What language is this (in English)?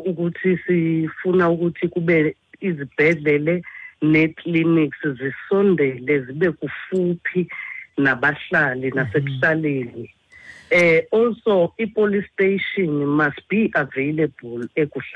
Xhosa